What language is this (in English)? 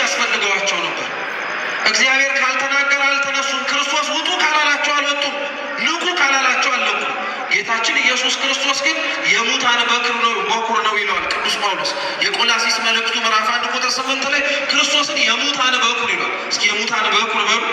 Amharic